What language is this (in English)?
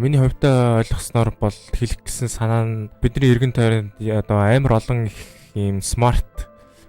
Mongolian